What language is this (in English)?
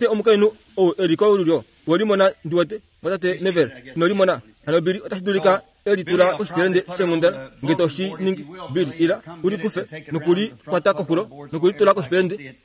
Kuanyama